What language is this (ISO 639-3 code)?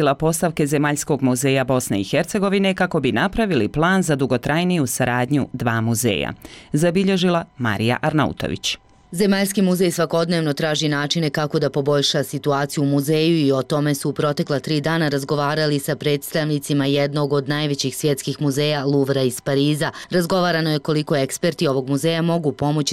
bos